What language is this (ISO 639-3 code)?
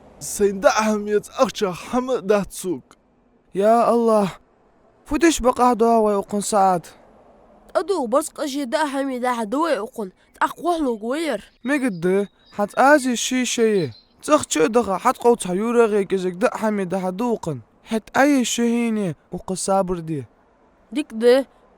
inh